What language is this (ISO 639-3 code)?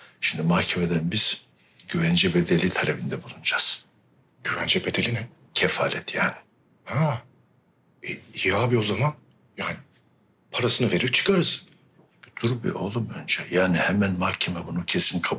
tur